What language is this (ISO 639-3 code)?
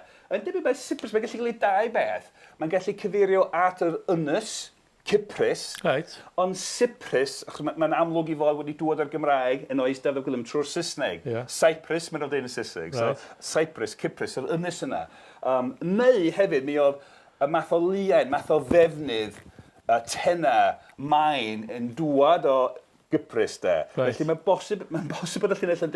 cym